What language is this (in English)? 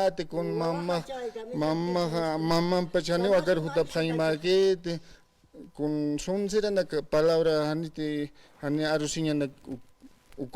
Aymara